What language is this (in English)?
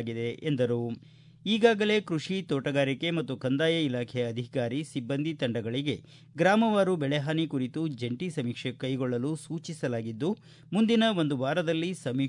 Kannada